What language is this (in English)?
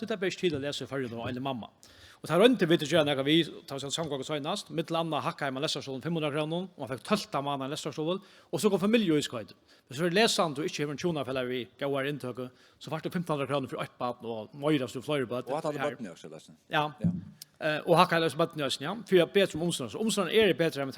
Faroese